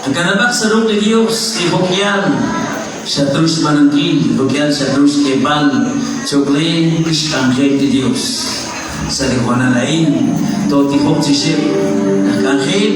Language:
Kekchí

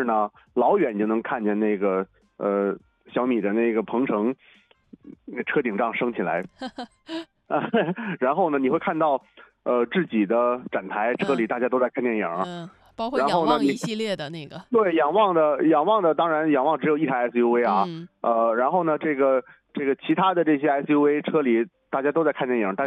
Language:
Chinese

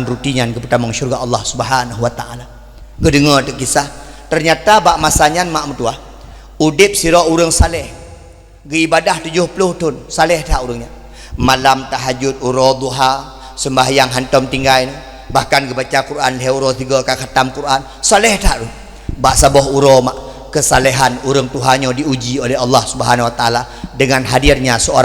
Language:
Achinese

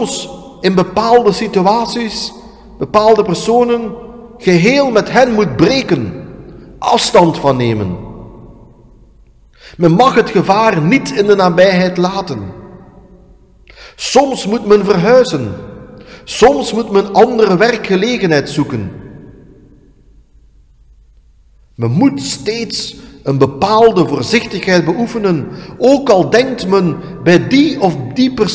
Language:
Dutch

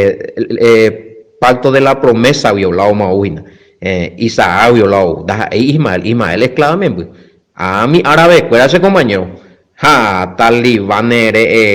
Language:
Guarani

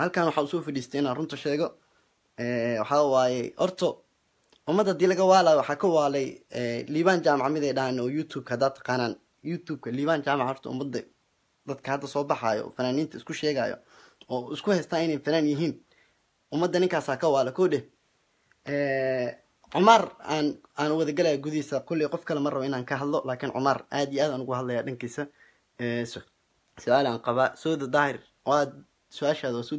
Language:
Somali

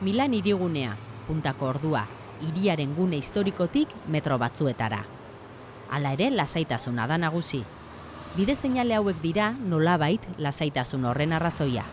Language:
Basque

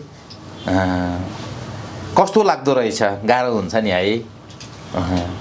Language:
Nepali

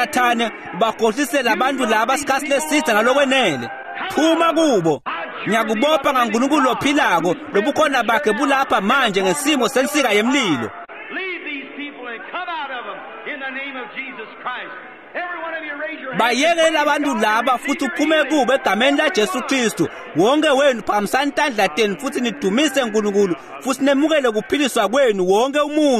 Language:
Swati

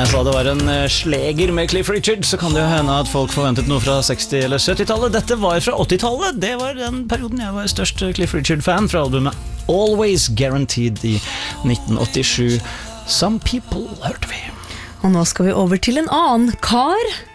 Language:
Norwegian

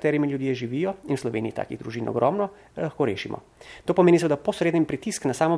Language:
Slovenian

